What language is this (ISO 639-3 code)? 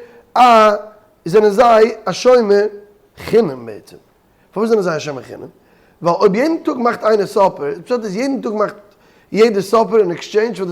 yid